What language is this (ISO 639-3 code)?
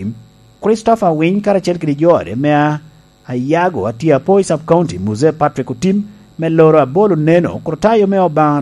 laj